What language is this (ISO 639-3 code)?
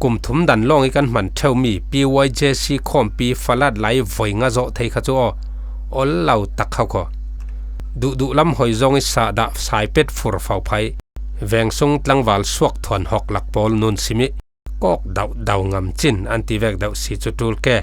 cfm